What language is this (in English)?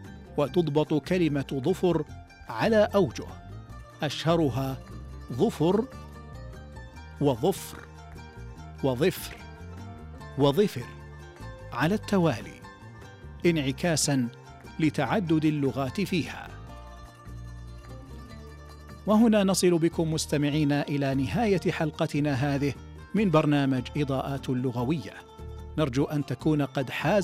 Arabic